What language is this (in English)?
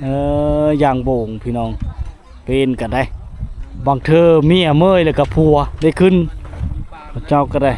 Lao